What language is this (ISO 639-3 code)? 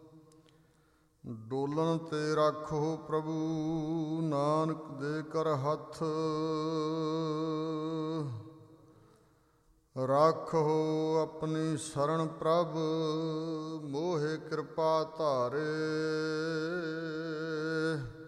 pan